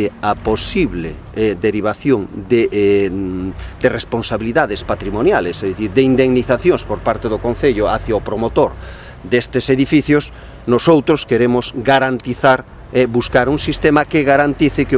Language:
Galician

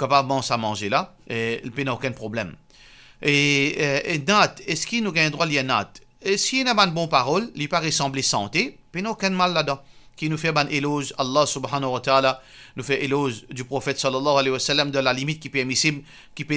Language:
Morisyen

